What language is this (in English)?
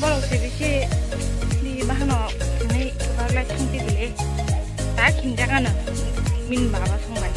Kok Borok